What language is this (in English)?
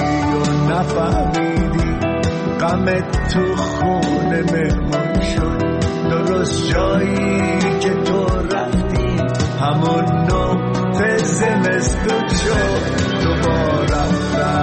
Persian